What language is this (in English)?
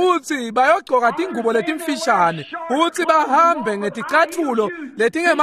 Swati